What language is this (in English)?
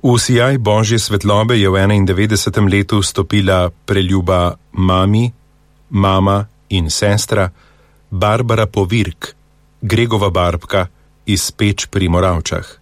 Slovenian